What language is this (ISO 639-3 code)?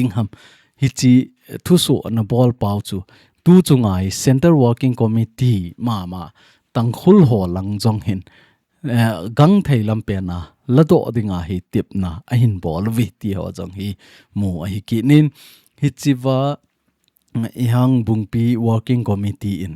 tcz